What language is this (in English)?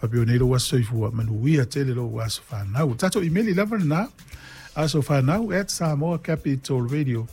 Samoan